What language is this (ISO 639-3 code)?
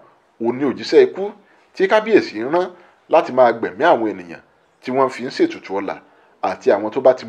yor